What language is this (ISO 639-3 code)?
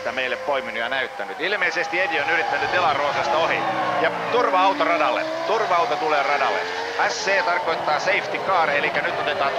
fin